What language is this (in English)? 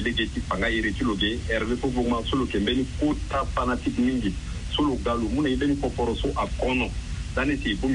Sango